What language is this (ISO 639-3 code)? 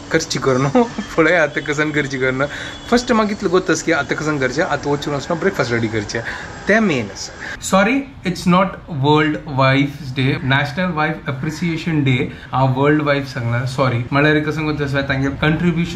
kok